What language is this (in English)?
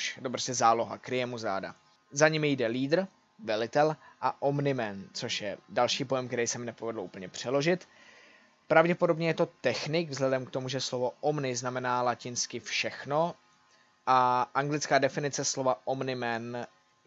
Czech